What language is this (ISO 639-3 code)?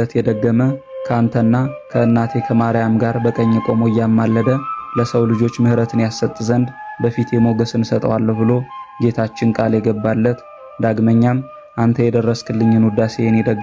amh